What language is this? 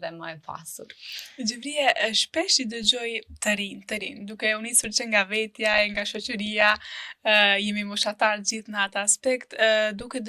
Albanian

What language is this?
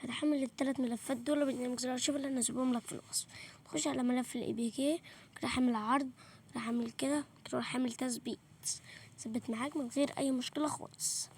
Egyptian Arabic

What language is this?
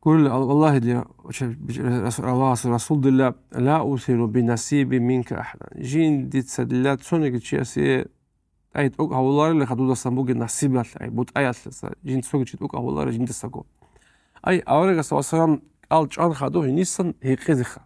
Avaric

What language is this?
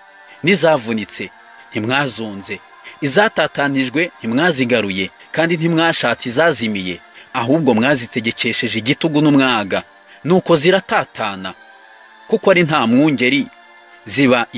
Kinyarwanda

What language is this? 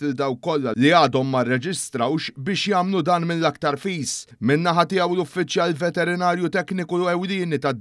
Maltese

